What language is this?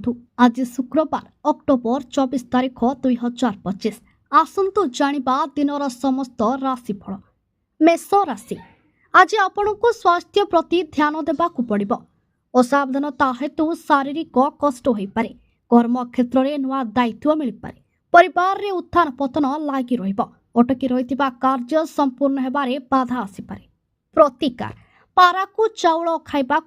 Odia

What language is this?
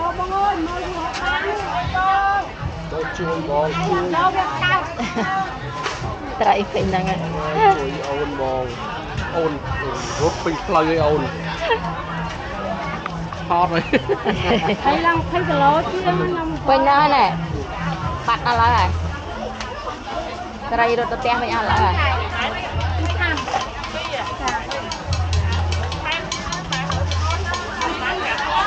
Vietnamese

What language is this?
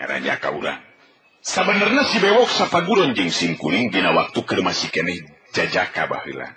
Sundanese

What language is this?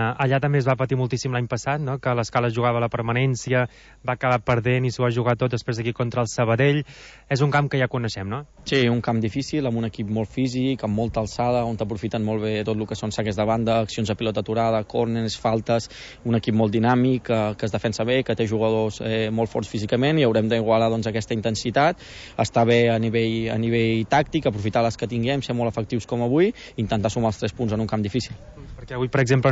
Catalan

